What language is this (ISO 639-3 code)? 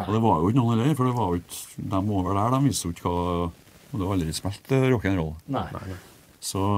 nor